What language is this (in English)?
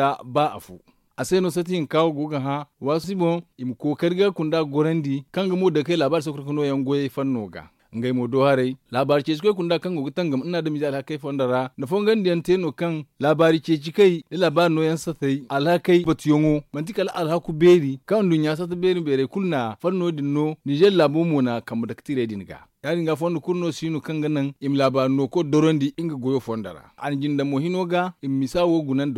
Zarma